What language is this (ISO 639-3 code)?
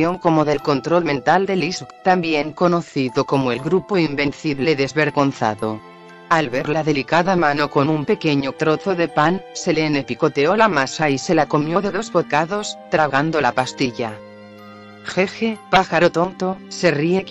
spa